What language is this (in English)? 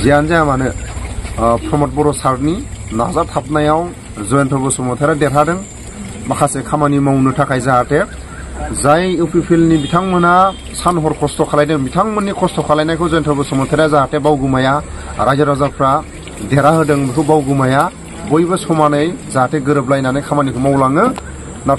Bodo